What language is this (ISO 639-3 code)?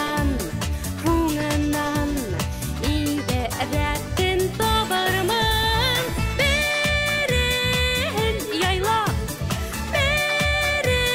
bak